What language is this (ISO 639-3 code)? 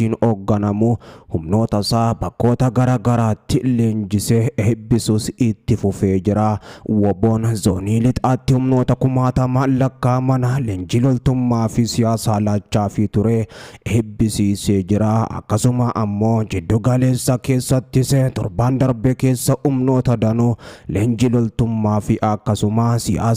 orm